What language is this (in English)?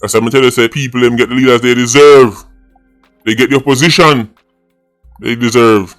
Jamaican Creole English